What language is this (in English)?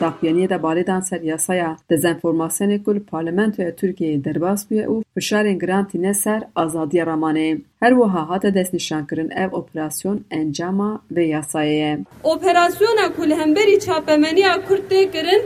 Kurdish